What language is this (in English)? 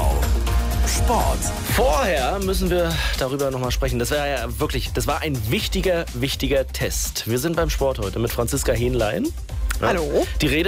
German